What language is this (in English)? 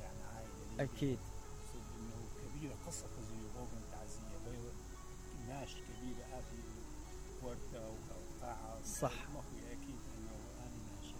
Mesopotamian Arabic